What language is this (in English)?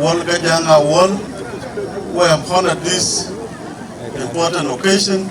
Dinka